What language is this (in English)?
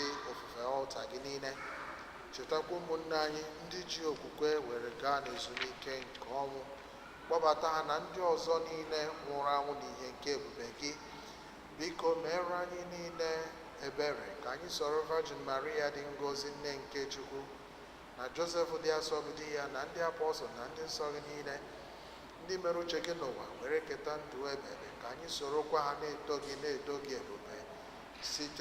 Igbo